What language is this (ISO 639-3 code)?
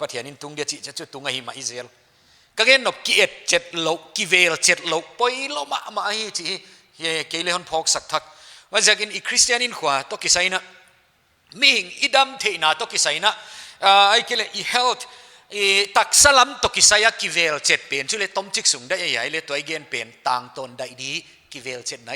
pck